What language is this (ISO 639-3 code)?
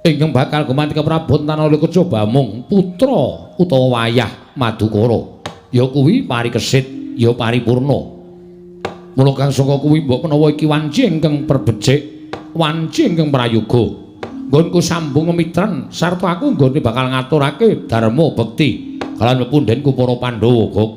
jav